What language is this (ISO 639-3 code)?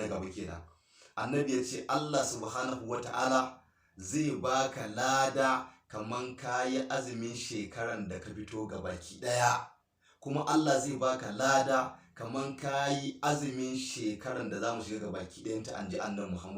hau